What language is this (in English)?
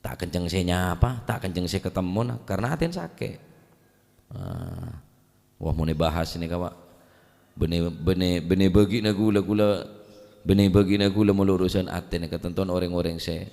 Madurese